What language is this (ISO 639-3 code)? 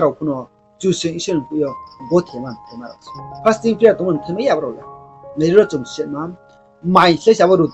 ria